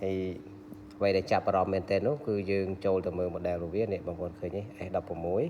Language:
Khmer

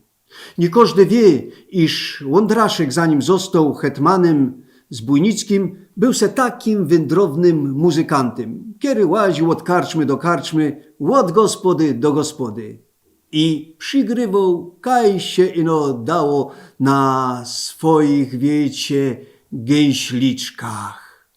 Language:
Silesian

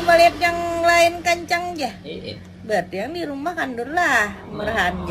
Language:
Banjar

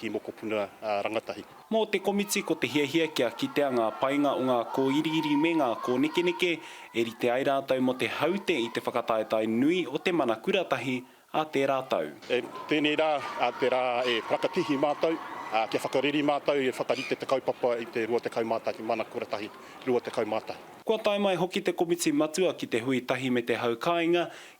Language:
Māori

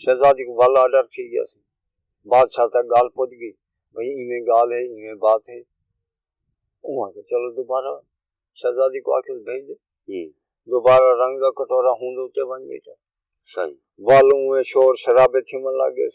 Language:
Saraiki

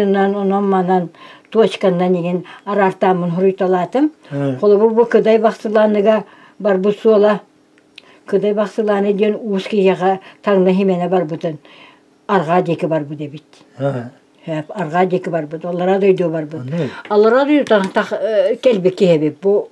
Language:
Yakut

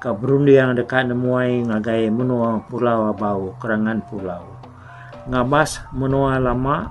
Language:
Iban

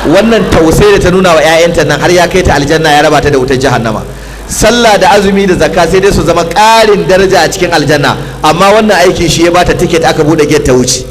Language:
Hausa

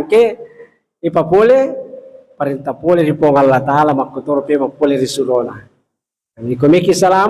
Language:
Buginese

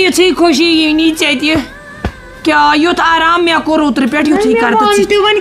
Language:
Kashmiri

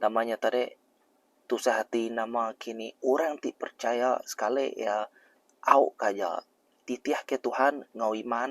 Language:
Iban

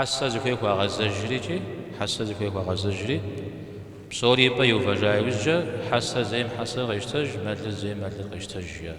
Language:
Kabardian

